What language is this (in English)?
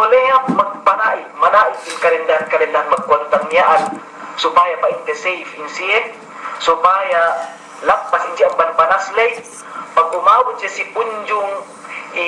Yakan